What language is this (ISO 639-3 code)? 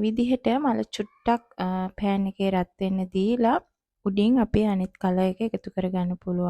sin